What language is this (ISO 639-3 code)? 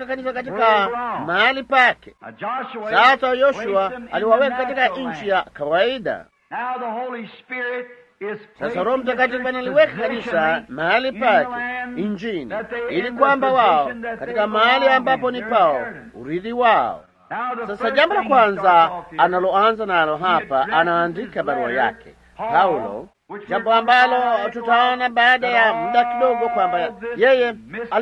swa